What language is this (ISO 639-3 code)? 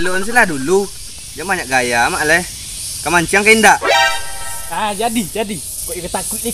min